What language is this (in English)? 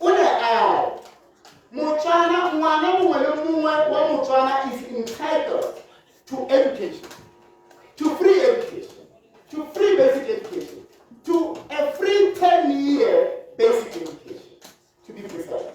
Tswana